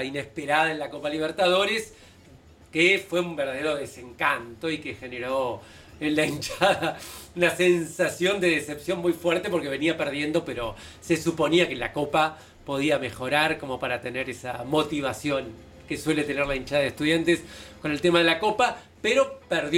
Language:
Spanish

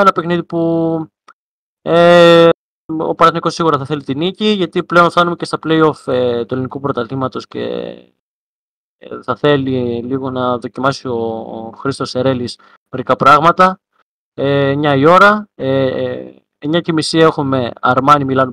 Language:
Greek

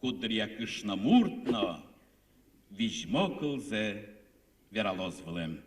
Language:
Udmurt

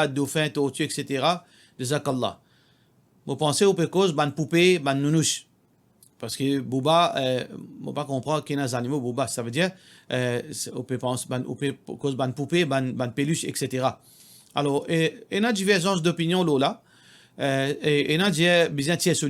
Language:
Morisyen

